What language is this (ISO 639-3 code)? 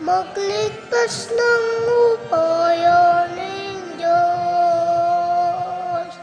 pam